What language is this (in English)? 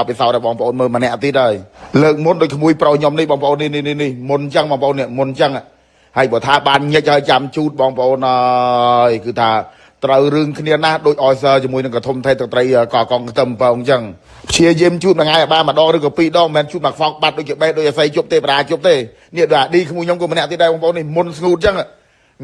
Khmer